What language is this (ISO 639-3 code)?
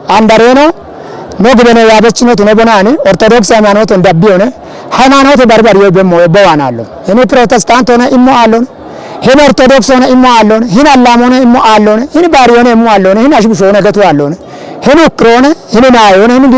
kbr